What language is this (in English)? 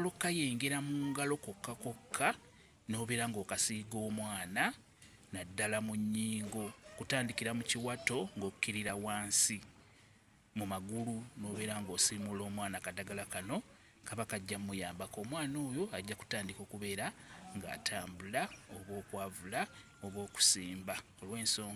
Ganda